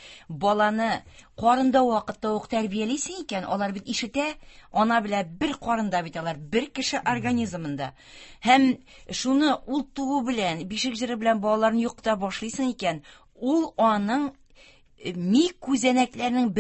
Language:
Tatar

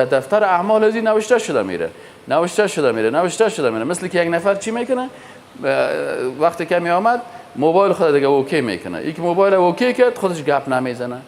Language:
Persian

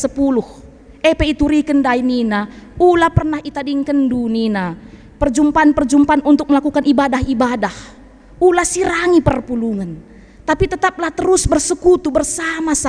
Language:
Batak Karo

